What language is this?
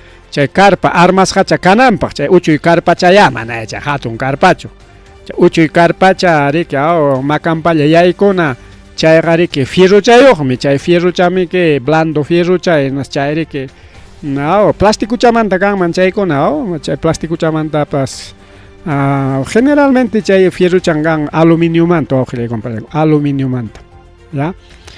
Ayacucho Quechua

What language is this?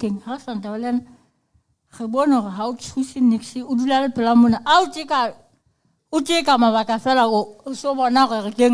Tswana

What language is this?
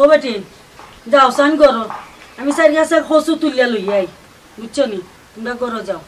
Sylheti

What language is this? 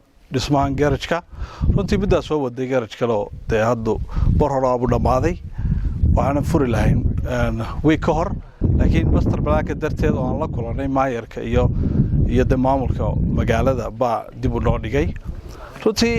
Somali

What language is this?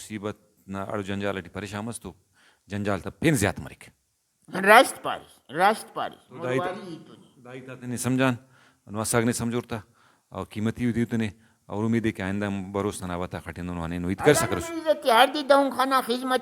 Brahui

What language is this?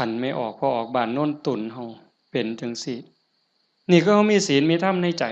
Lao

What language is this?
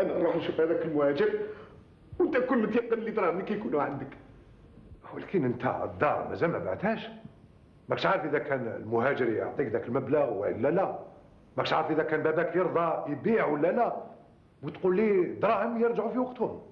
Algerian Arabic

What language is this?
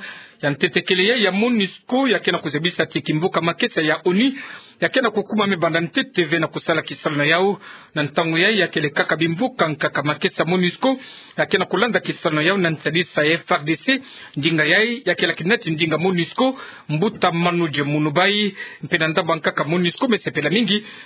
Kituba (Democratic Republic of Congo)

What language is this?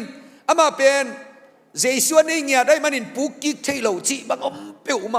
Tedim Chin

